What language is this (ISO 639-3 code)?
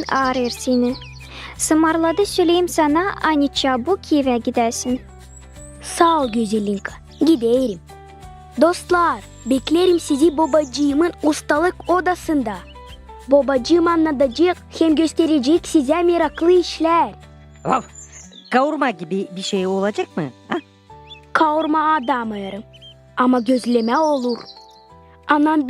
gag